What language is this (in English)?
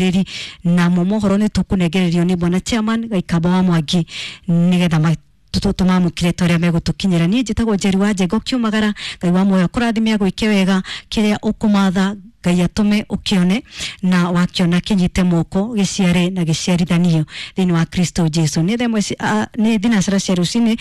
Kikuyu